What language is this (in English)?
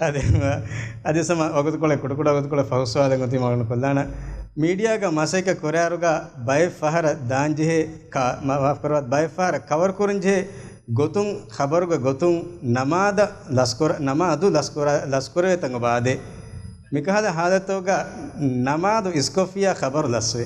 Divehi